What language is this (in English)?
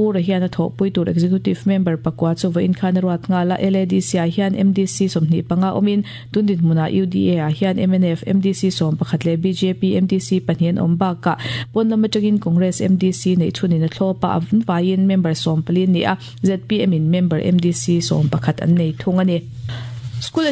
Mizo